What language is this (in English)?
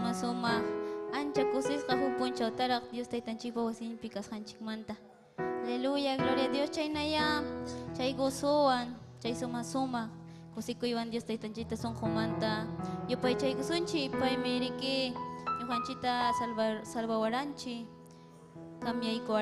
Ayacucho Quechua